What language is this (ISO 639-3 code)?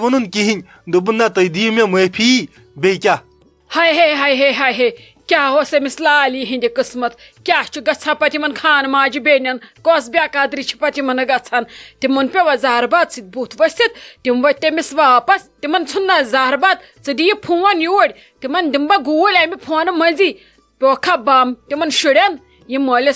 kas